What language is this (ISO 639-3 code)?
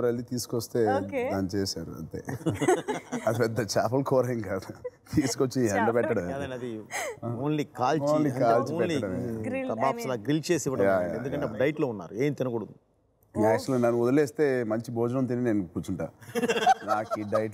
tel